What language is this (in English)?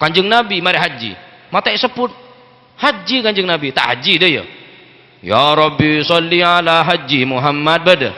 Madurese